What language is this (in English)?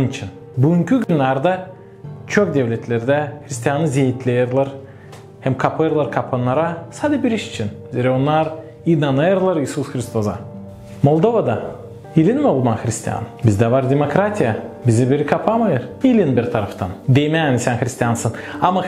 Gagauz